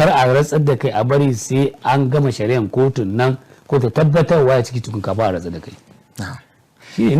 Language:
Hausa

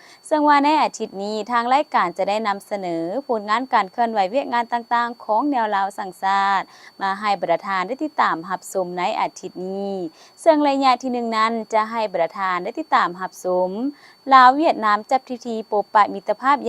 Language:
Lao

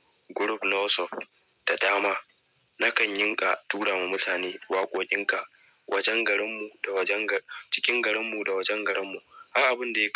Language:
Hausa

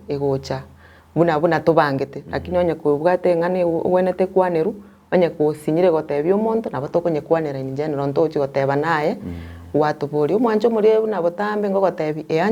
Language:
Gusii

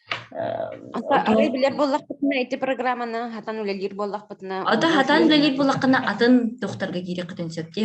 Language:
Yakut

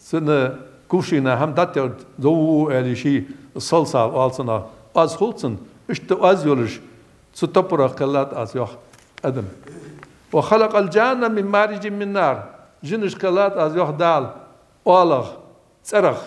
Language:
Ingush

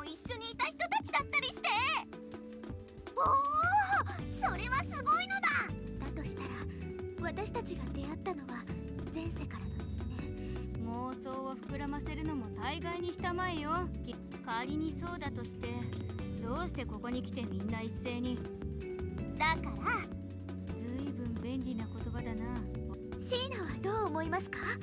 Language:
Japanese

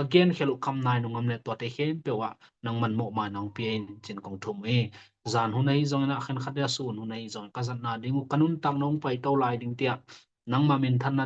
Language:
Tedim Chin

